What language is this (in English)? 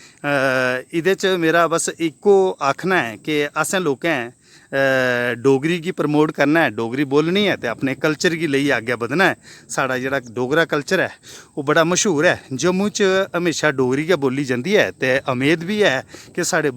Dogri